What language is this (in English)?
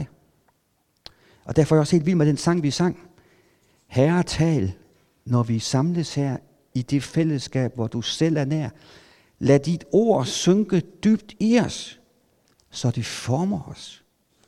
Danish